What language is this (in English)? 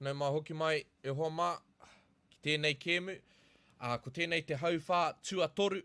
Māori